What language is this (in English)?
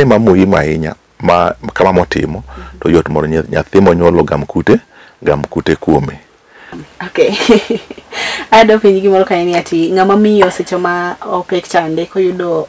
Luo (Kenya and Tanzania)